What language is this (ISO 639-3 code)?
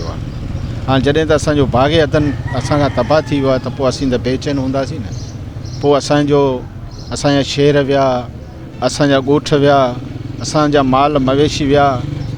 snd